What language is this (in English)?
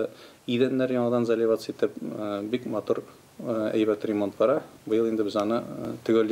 Tatar